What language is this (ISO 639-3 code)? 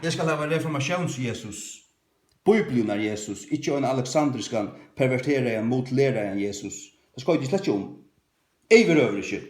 fao